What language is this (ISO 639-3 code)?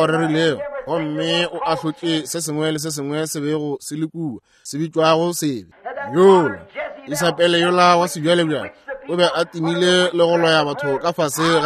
nso